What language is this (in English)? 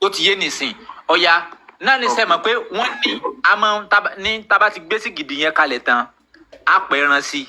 Yoruba